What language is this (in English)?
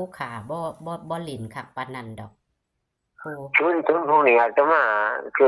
Northeastern Thai